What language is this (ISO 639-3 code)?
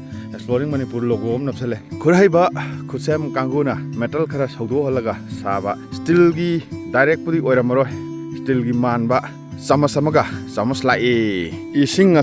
mni